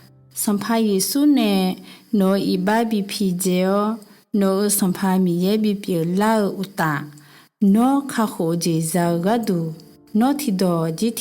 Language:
Akha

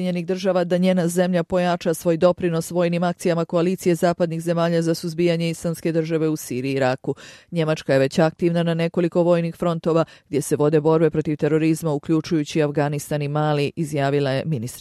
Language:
Bosnian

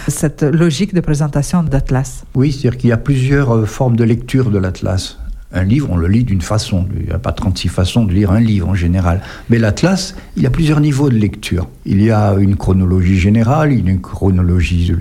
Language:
French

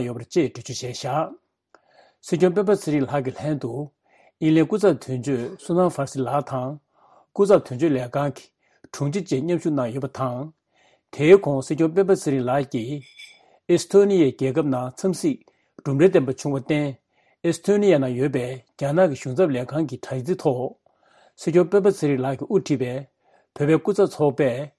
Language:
Tibetan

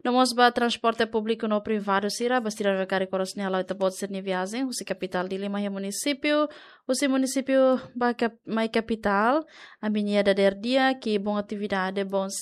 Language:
Tetum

